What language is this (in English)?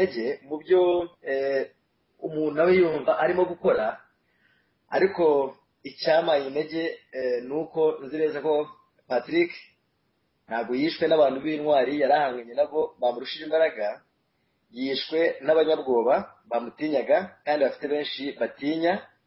Kinyarwanda